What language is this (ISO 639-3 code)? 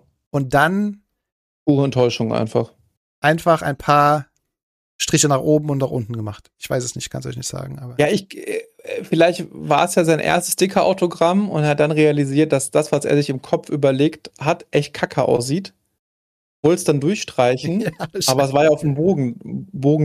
deu